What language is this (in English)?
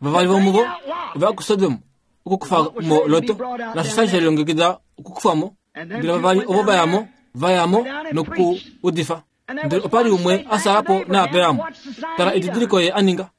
Kuanyama